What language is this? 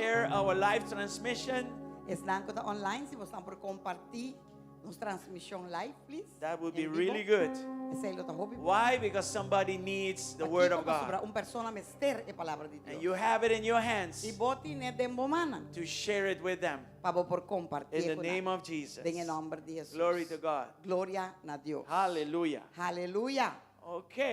Papiamento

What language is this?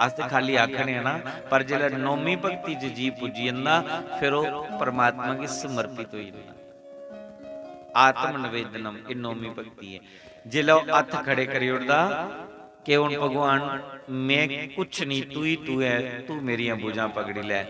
Dogri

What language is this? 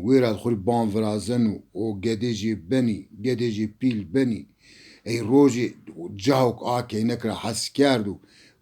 Zaza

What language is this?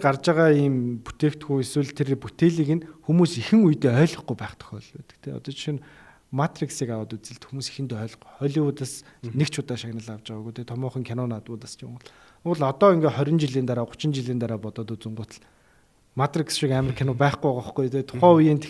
Mongolian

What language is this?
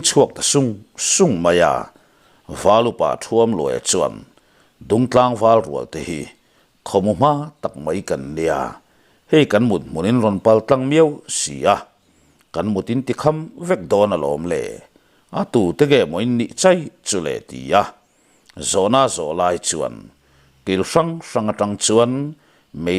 Mizo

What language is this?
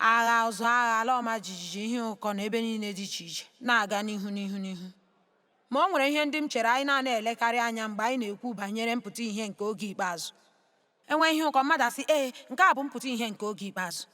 Igbo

